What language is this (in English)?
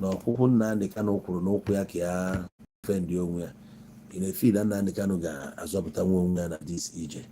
Igbo